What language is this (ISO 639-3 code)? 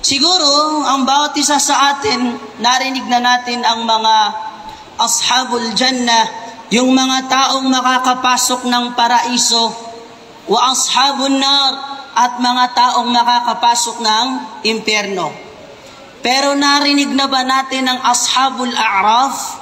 mrw